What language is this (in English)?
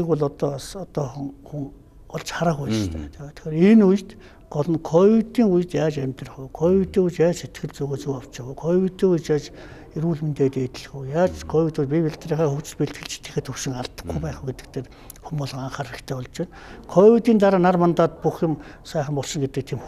Mongolian